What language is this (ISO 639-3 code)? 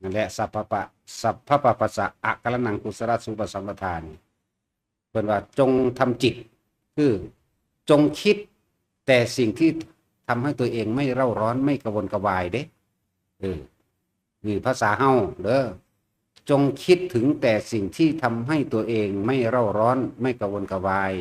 tts